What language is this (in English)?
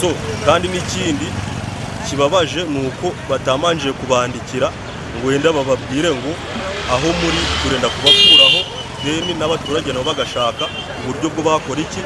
Nyankole